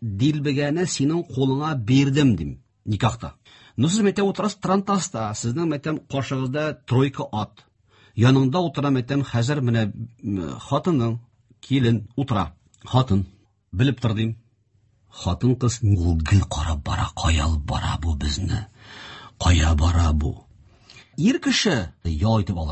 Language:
Tatar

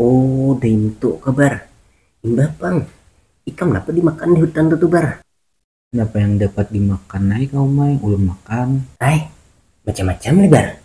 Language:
Banjar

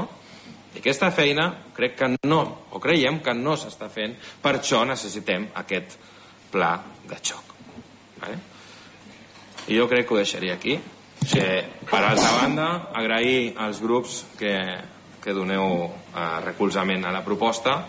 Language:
Catalan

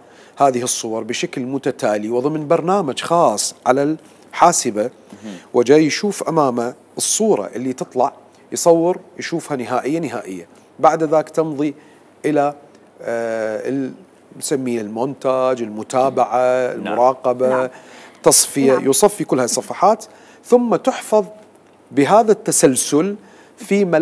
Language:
Mesopotamian Arabic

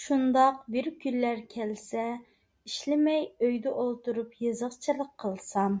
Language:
Uyghur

